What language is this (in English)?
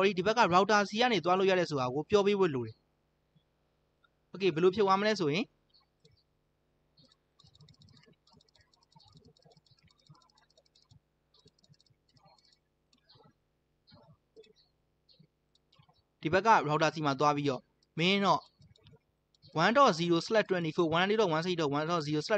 Burmese